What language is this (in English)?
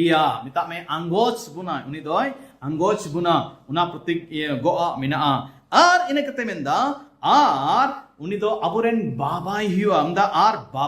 Santali